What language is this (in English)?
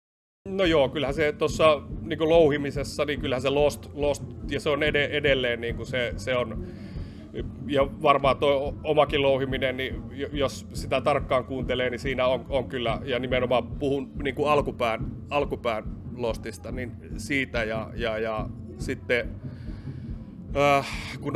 Finnish